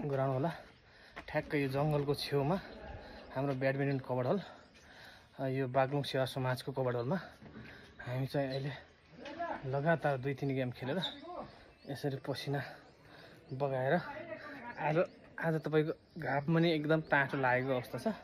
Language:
Nepali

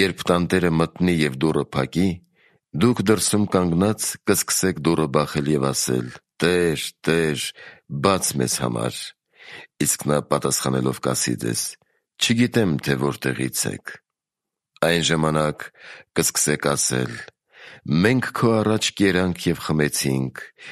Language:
Armenian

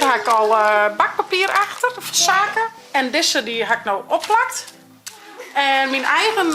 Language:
Western Frisian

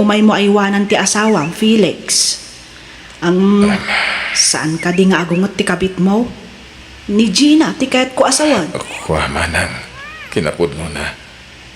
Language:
Iloko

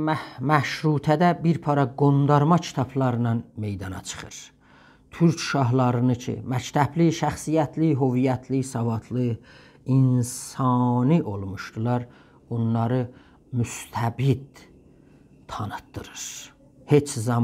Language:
South Azerbaijani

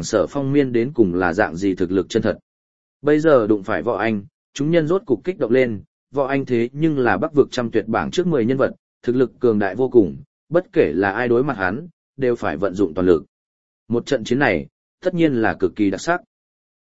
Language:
Vietnamese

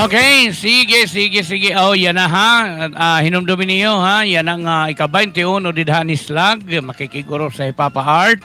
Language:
Waray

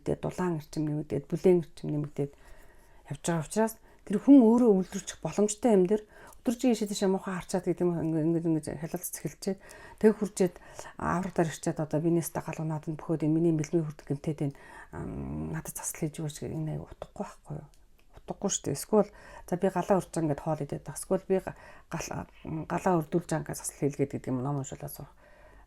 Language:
Mongolian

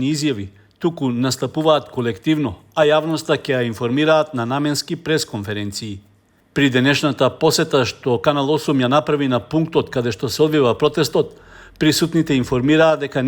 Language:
Macedonian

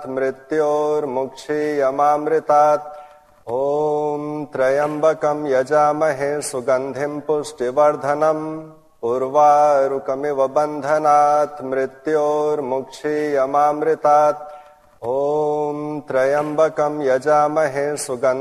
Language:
Sanskrit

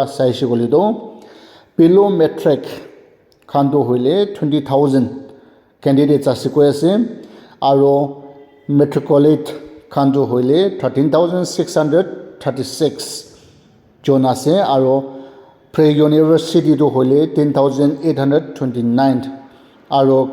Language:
Naga Pidgin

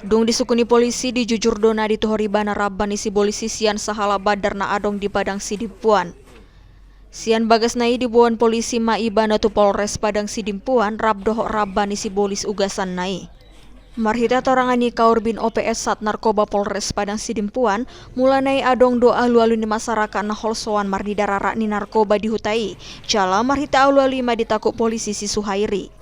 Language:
Batak Toba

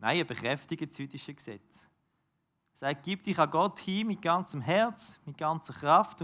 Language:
Swiss German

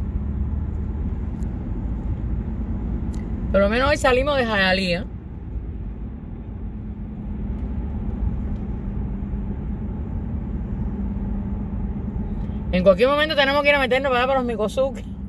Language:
Spanish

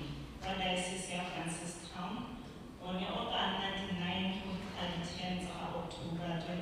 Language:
Tswana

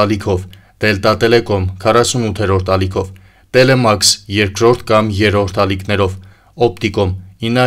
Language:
Armenian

